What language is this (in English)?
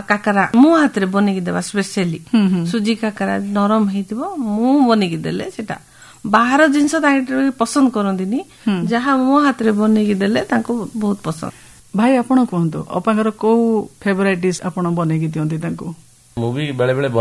Odia